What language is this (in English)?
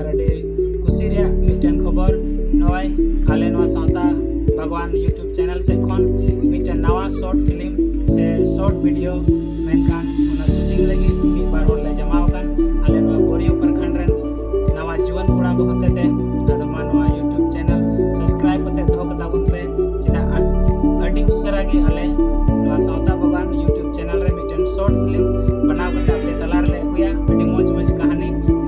Santali